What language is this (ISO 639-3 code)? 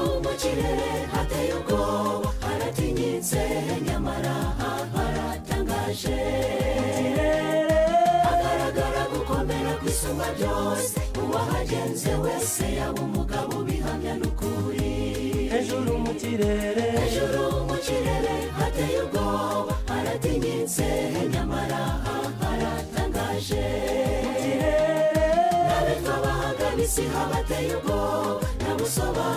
kin